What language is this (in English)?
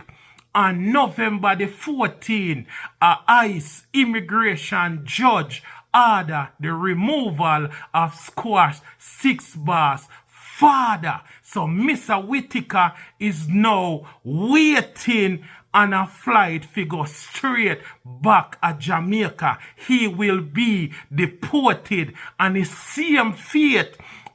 Jamaican Creole English